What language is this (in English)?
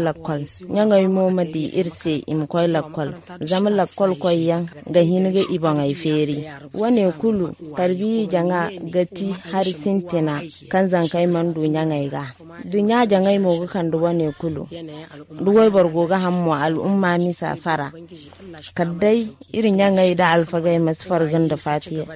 Zarma